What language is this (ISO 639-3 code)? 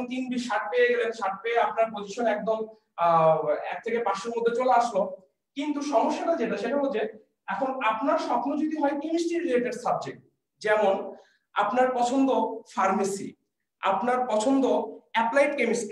ben